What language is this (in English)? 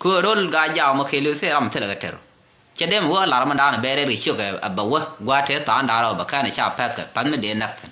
Nuer